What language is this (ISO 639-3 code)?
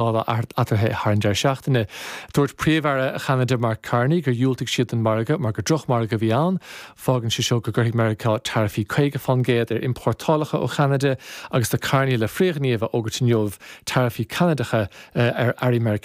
gle